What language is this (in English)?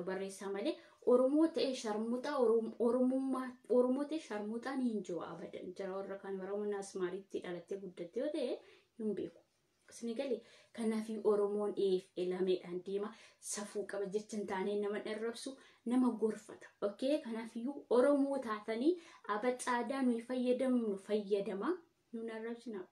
Oromo